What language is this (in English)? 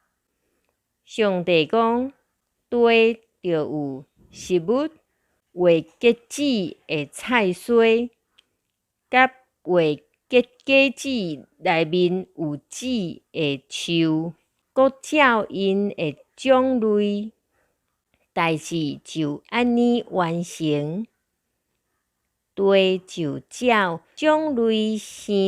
Min Nan Chinese